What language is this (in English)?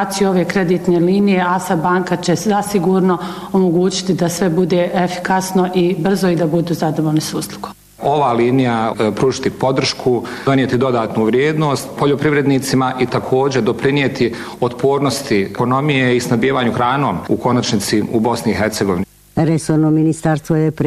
Bosnian